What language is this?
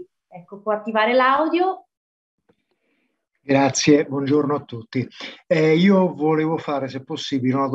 Italian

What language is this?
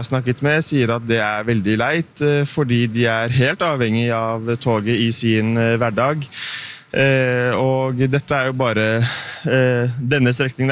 Norwegian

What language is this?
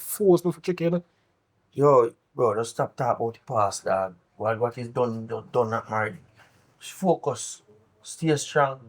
Jamaican Creole English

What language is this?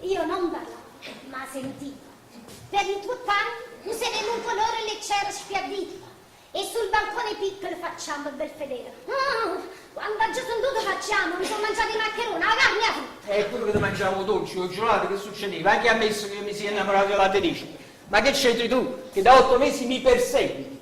Neapolitan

